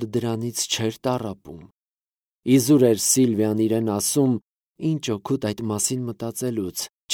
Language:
Armenian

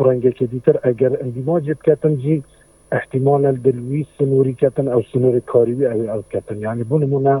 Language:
Kurdish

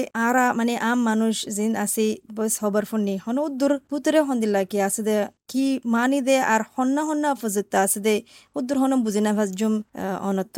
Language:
Bangla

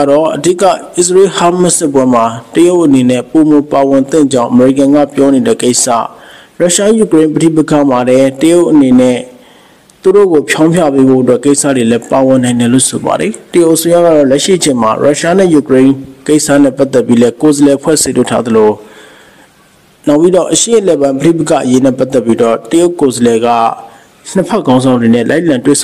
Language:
Burmese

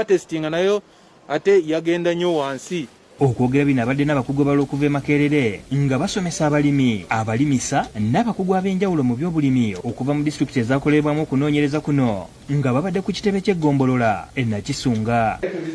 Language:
Ganda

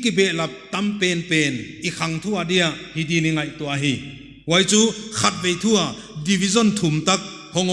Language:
Paite Chin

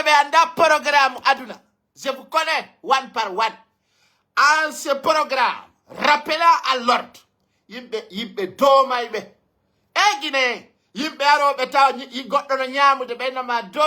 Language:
Fula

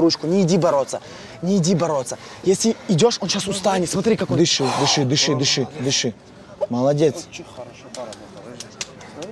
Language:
Russian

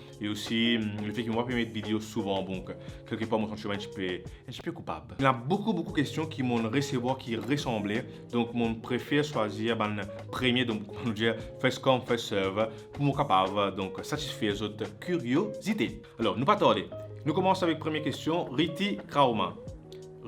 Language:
Morisyen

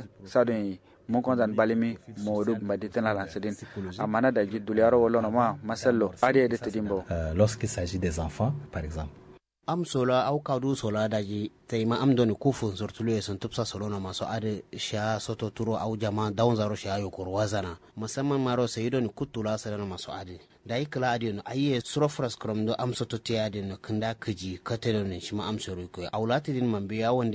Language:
Kanuri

